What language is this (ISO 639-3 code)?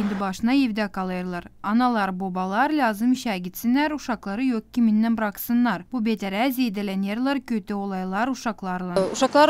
gag